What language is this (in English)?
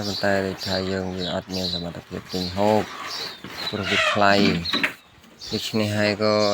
Khmer